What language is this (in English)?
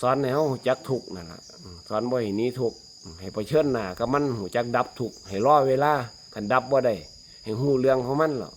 Lao